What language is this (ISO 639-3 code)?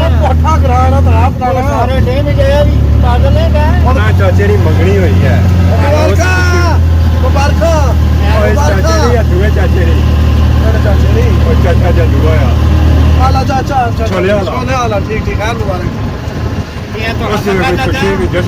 phr